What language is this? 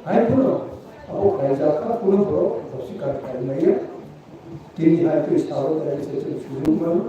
Kok Borok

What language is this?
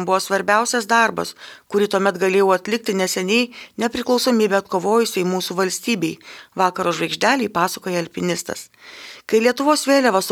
Lithuanian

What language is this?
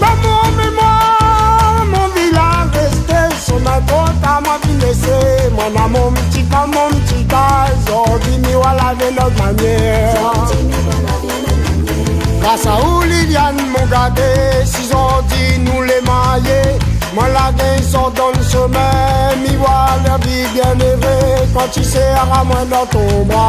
Réunion Creole French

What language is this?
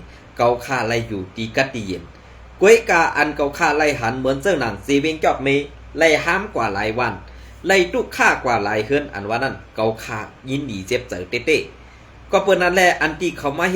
Shan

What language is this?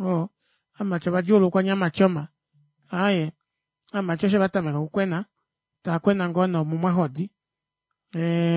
Kuanyama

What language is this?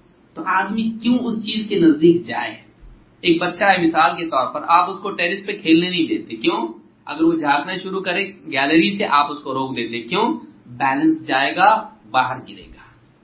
Urdu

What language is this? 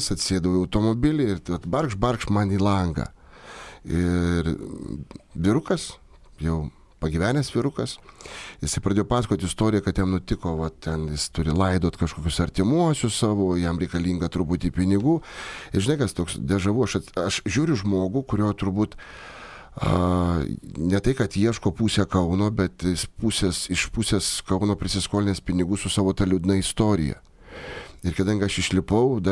Lithuanian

